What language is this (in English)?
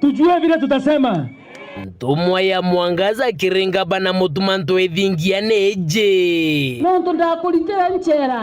Meru